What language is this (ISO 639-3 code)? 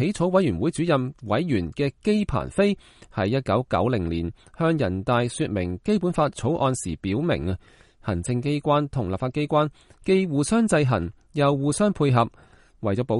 yue